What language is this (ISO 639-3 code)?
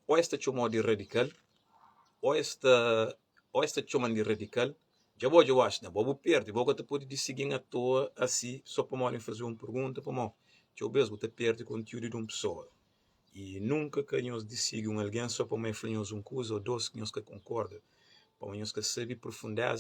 kea